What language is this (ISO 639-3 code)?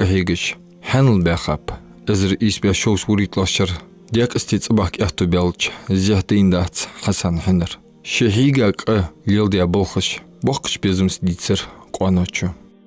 inh